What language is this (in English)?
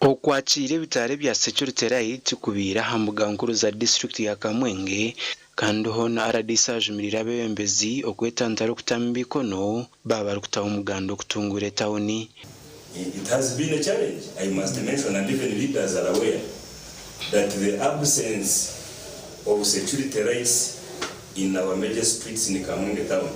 Nyankole